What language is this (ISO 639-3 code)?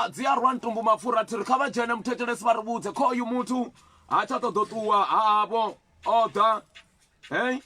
ven